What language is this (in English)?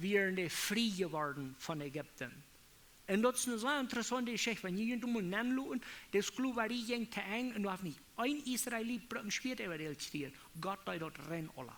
Plautdietsch